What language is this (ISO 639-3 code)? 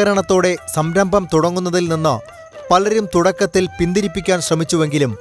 mal